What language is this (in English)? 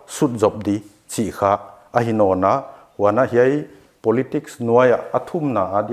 Paite Chin